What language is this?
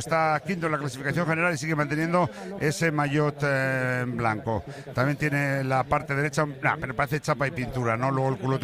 Spanish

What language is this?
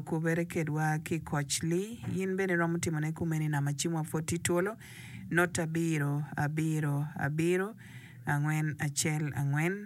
Acoli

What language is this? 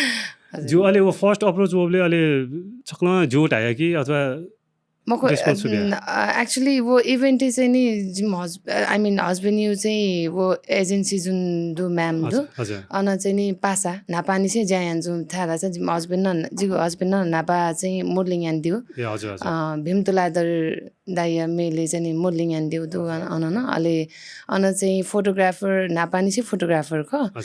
Newari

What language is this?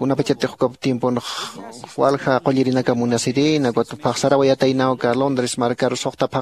Aymara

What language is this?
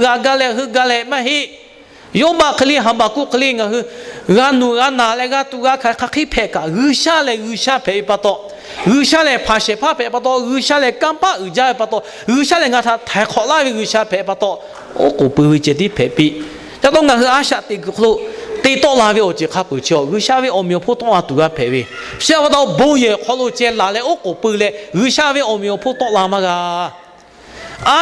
Lahu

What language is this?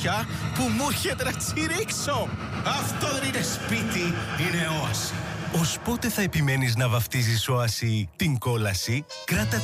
Greek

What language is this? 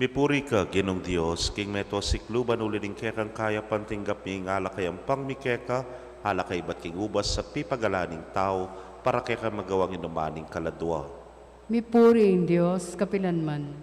Pampanga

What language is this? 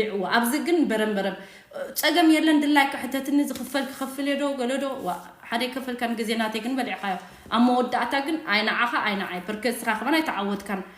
Tigrinya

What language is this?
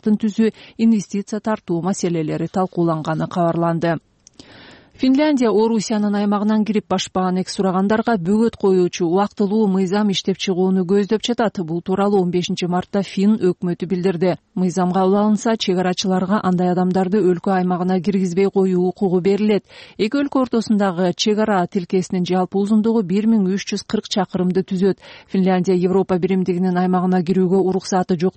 Kyrgyz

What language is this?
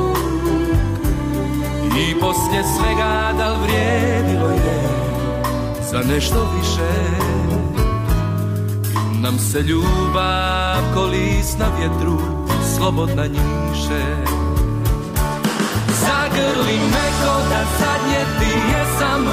Bosnian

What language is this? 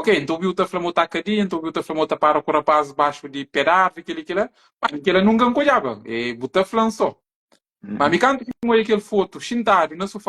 Kabuverdianu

